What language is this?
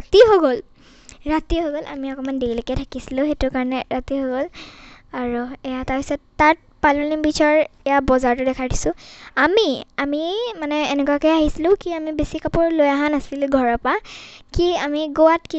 Assamese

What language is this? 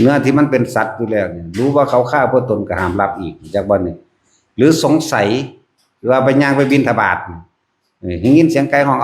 Northeastern Thai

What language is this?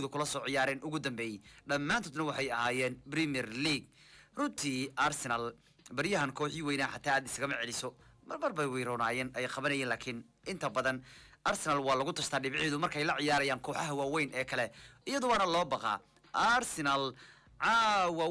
Somali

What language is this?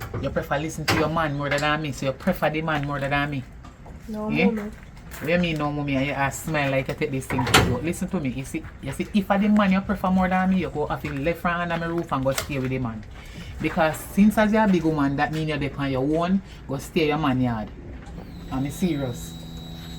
Jamaican Creole English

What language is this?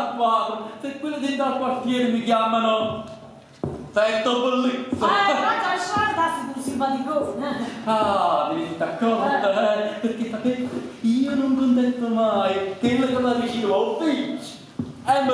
Neapolitan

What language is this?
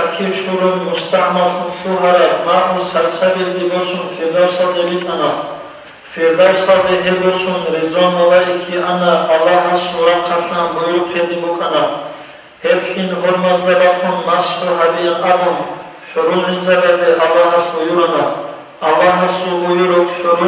Avaric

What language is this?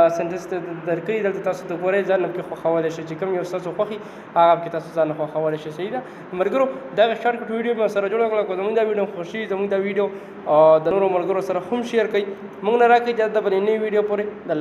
Pashto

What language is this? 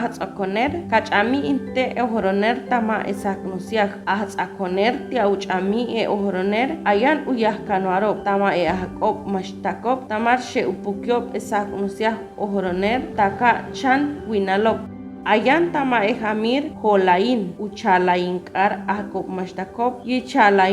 Chortí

